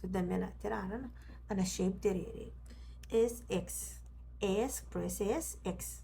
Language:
Gilbertese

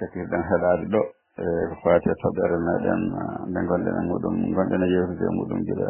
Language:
Fula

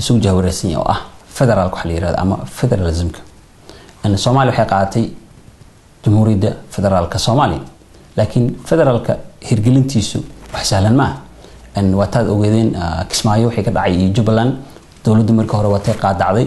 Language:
Somali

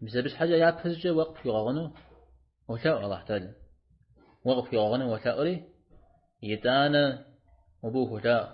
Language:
Kabardian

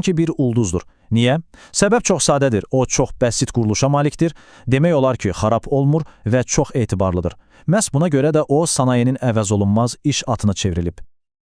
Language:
Azerbaijani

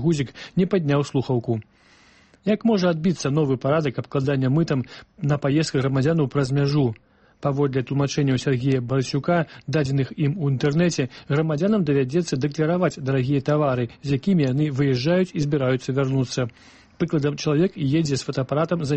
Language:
Belarusian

